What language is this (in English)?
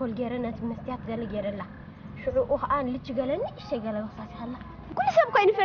Tigrinya